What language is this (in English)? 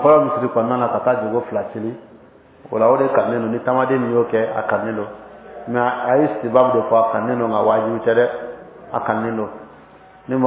Bambara